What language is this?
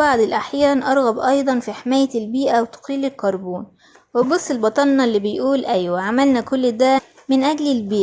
Egyptian Arabic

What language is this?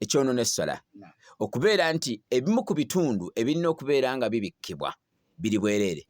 Ganda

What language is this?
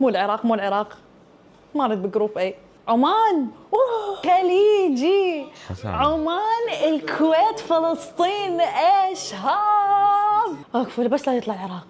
Mesopotamian Arabic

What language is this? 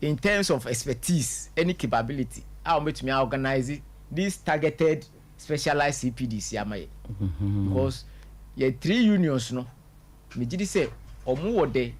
Akan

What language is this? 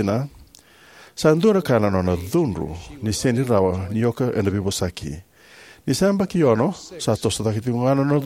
Fijian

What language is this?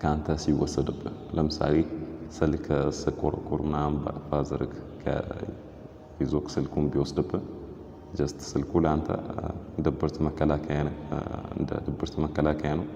Amharic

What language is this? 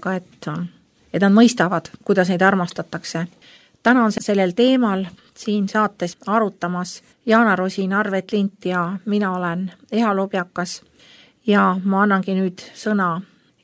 Estonian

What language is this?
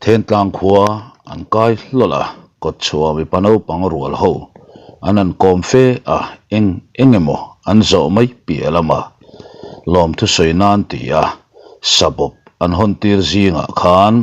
Mizo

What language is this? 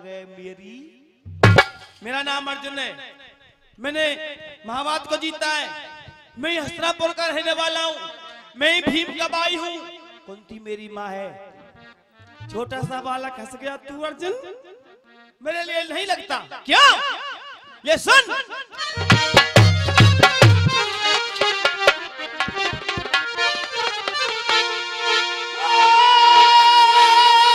Hindi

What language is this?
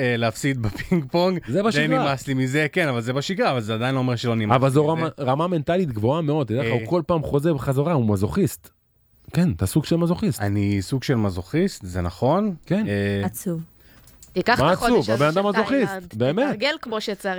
Hebrew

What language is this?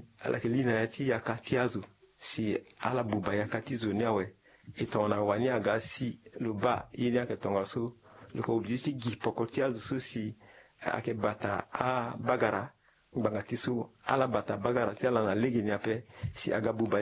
Sango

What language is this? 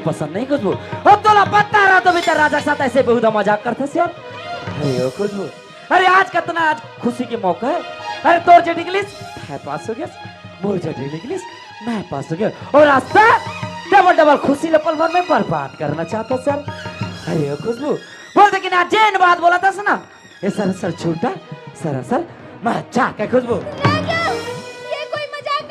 Chhattisgarhi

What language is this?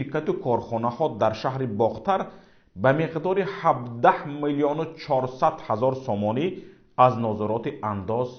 Tajik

